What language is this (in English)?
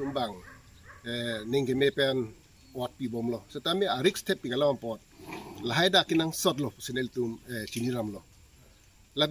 Karbi